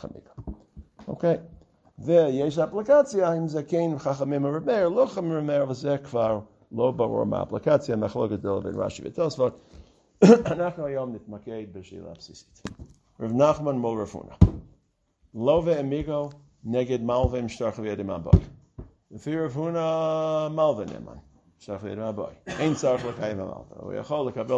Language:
Hebrew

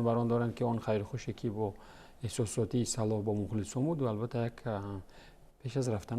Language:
Tajik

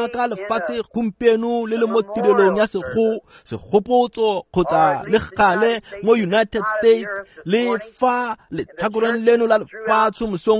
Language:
Tswana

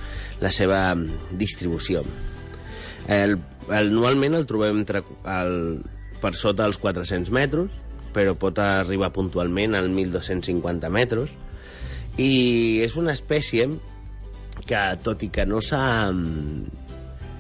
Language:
Catalan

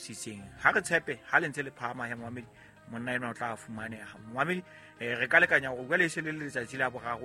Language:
Southern Sotho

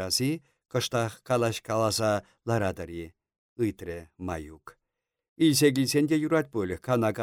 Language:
Chuvash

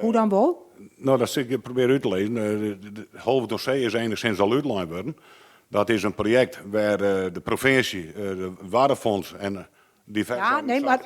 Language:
Western Frisian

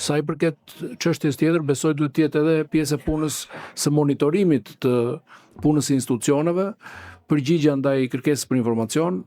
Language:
Albanian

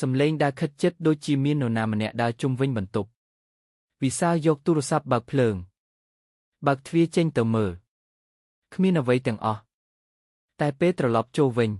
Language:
Khmer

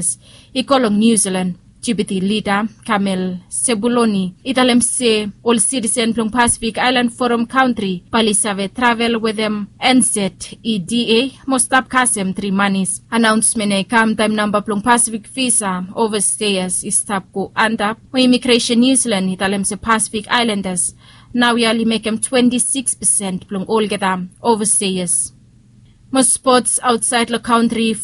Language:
Bislama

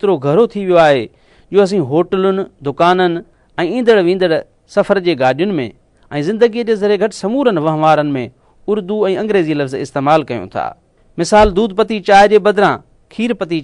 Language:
Sindhi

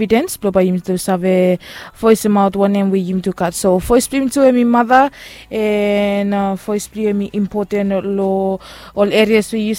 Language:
Bislama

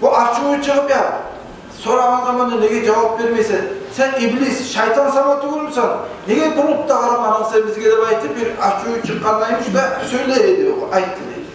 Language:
Kumyk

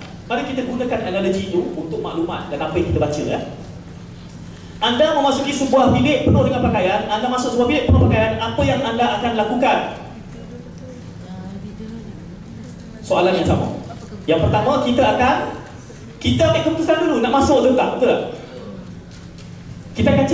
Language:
Malay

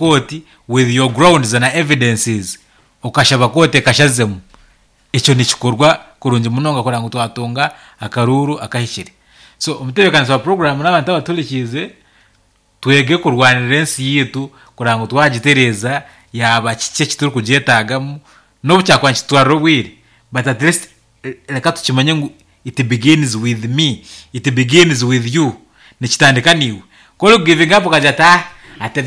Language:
Nyankole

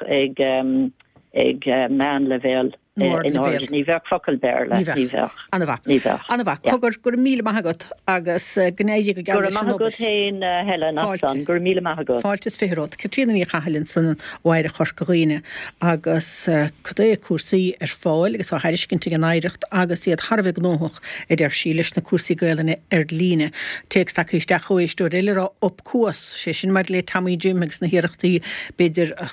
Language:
Irish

